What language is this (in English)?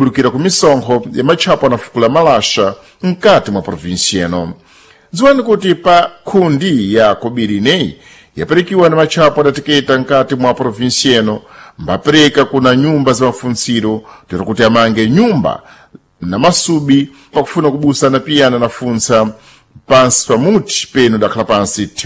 Sena